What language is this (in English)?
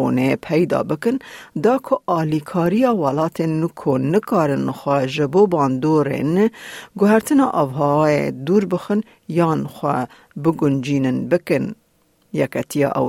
Kurdish